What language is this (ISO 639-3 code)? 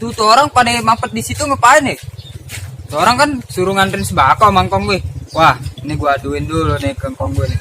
bew